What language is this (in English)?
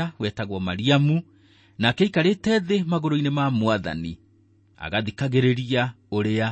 Kikuyu